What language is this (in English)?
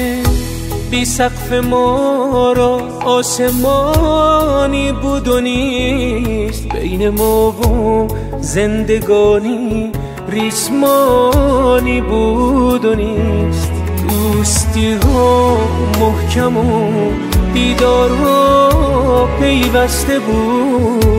Persian